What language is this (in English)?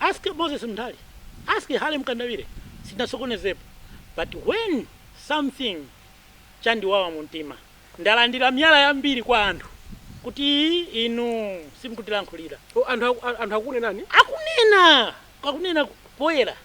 Nyanja